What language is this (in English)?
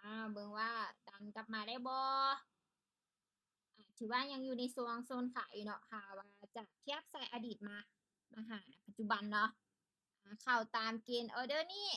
Lao